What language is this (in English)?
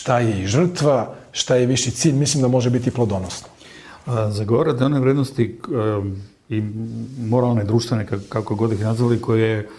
Serbian